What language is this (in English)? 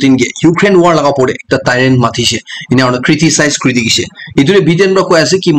Naga Pidgin